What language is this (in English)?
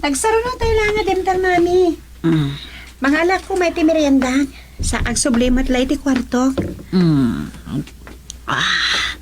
Iloko